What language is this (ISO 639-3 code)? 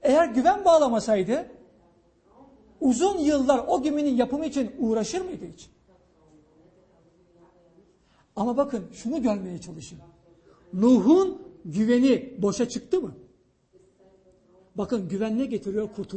tur